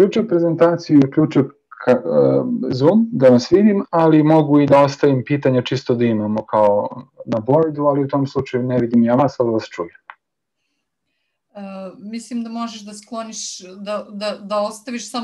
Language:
Serbian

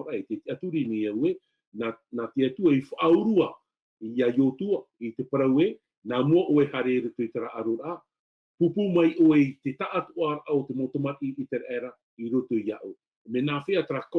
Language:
Tahitian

